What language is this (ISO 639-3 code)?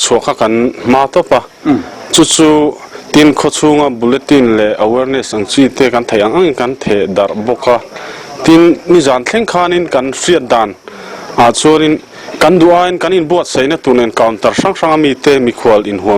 lus